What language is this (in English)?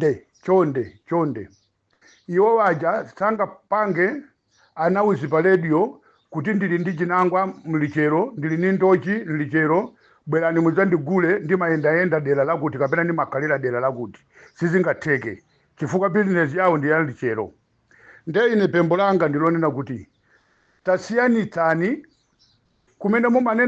Nyanja